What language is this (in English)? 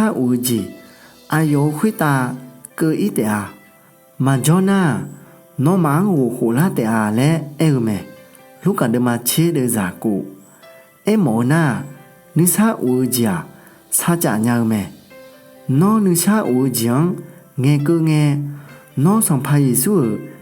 Akha